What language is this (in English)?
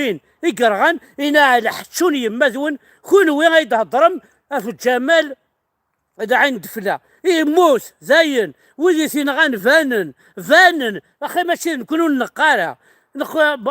Kabyle